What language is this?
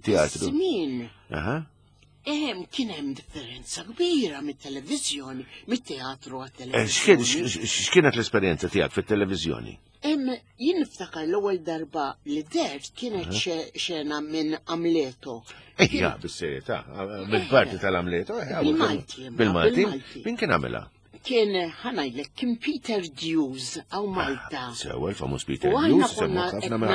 Maltese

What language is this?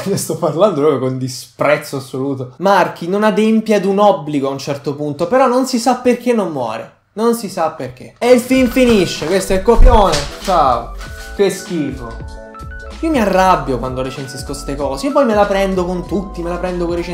Italian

